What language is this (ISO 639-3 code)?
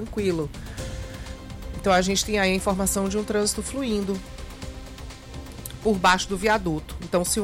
por